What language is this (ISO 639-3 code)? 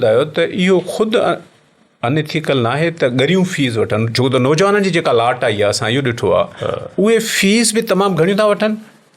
snd